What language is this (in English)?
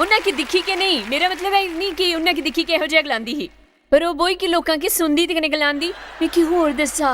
Dogri